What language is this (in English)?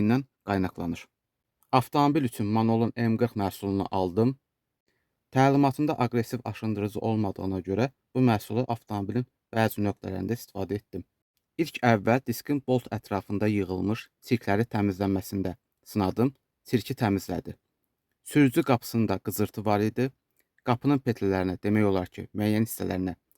Azerbaijani